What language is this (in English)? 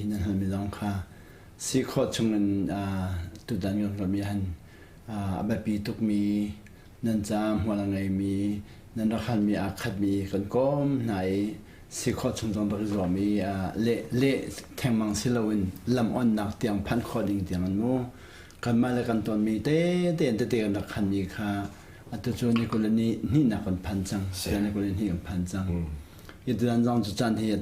Hakha Chin